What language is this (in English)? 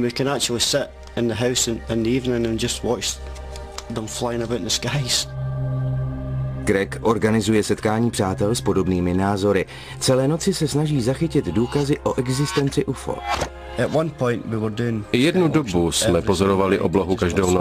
Czech